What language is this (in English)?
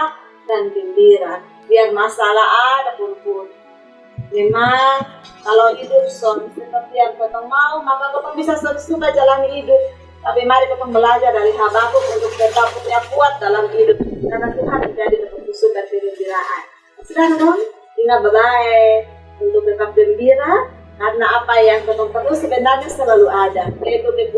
Kupang Malay